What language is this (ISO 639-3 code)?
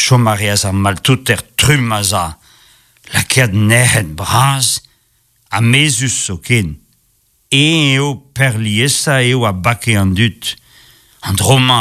bre